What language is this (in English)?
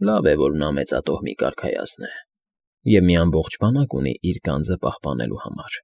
Armenian